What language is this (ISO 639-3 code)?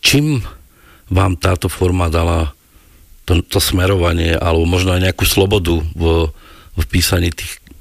slk